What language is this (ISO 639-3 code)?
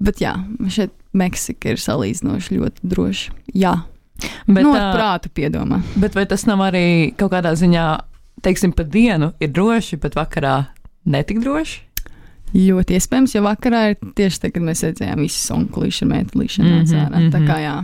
lav